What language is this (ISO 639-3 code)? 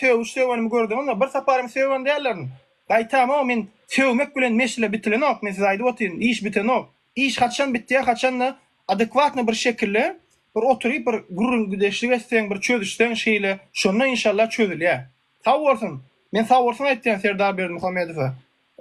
tuk